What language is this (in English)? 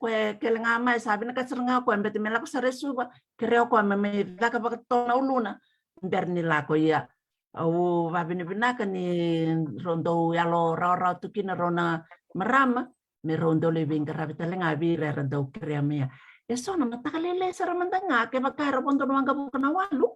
Fijian